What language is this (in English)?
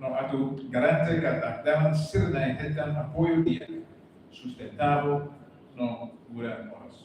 Tetum